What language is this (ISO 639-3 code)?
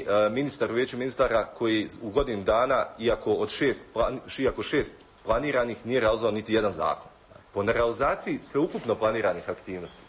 bos